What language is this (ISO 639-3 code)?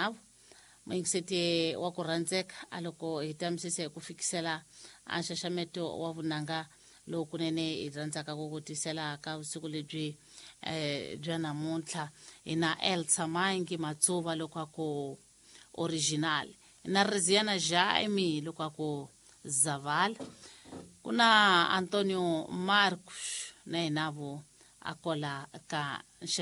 tso